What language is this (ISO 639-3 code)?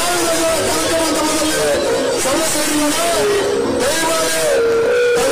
kan